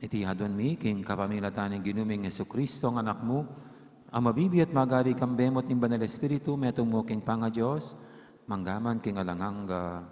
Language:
Pampanga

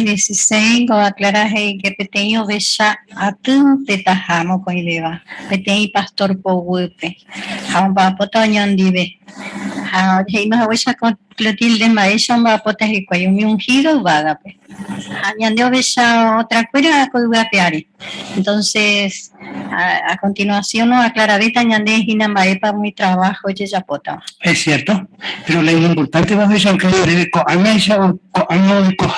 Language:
Guarani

